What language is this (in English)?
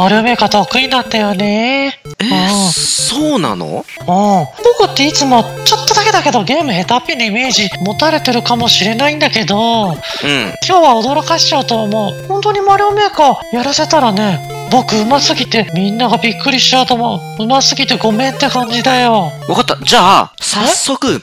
Japanese